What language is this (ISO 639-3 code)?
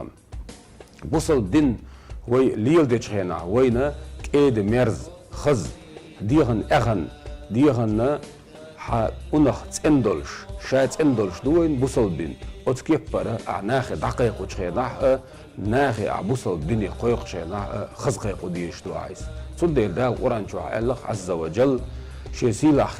che